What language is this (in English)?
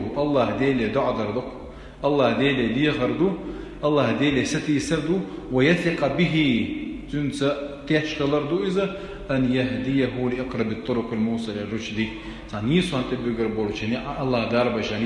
Chechen